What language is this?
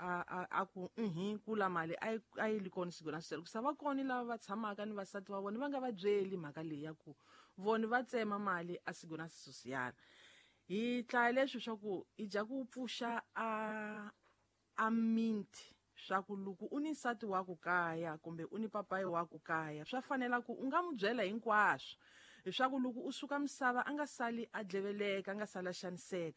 Tsonga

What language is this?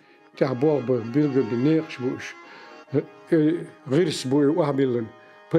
Chechen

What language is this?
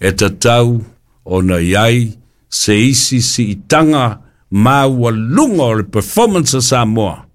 Samoan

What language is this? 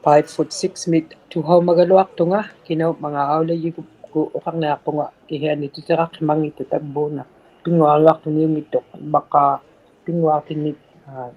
Inuktitut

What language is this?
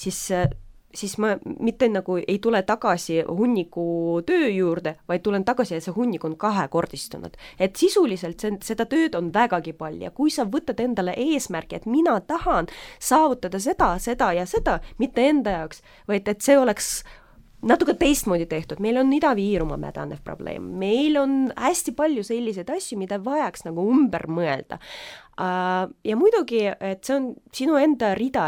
Estonian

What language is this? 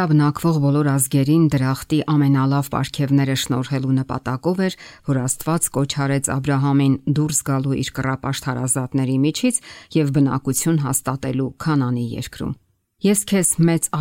Armenian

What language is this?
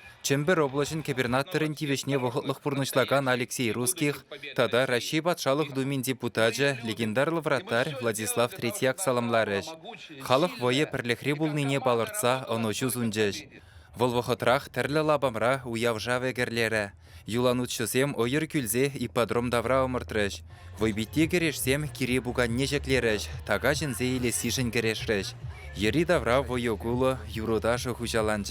Chuvash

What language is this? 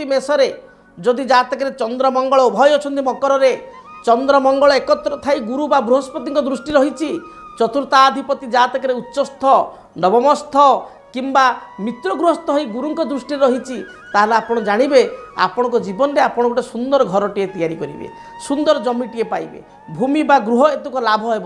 Odia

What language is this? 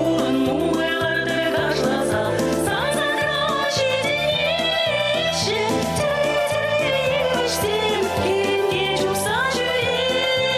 Chuvash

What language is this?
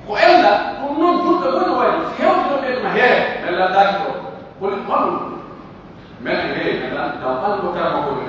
Pular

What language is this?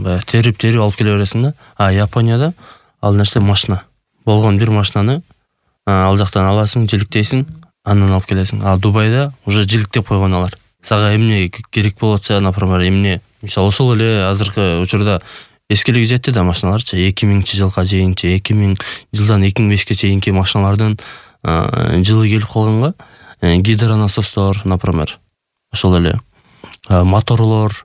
Kyrgyz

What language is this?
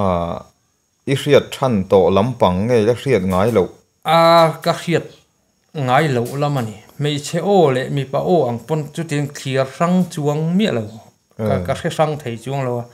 Mizo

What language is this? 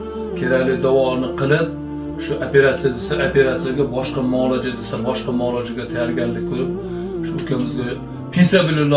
Uzbek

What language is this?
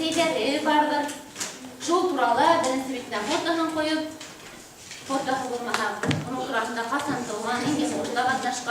Bashkir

